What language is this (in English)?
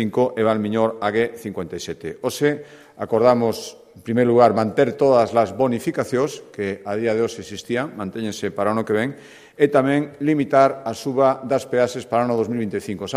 Galician